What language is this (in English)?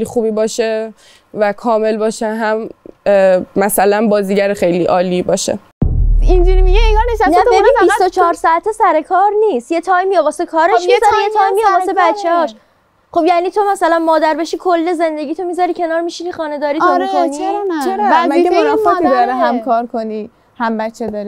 Persian